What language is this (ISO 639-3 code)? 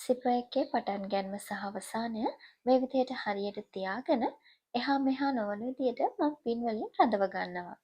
sin